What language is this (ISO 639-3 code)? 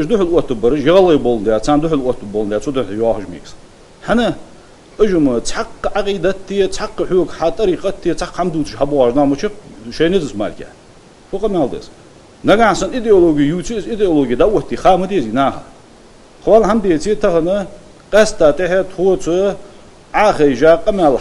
inh